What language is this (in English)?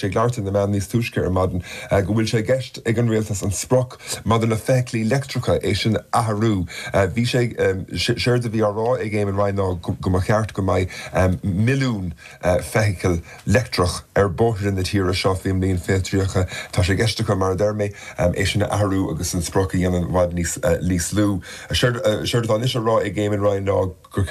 Irish